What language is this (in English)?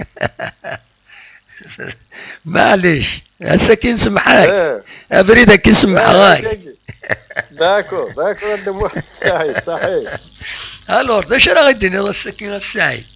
Kabyle